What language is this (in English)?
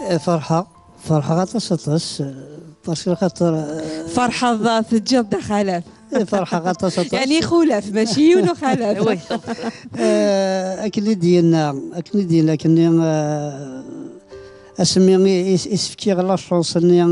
Kabyle